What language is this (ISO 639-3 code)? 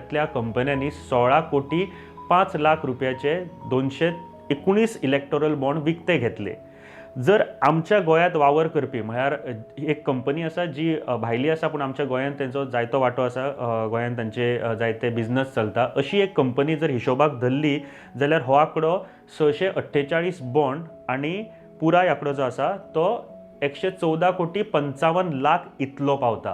kok